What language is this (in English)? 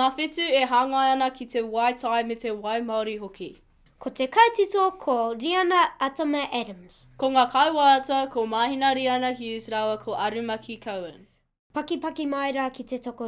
Māori